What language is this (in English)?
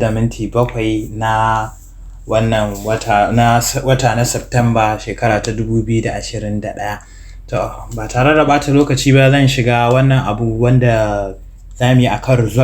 Hausa